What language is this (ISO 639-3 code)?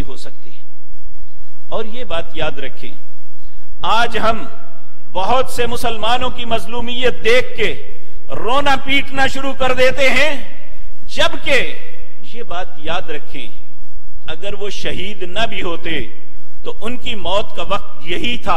urd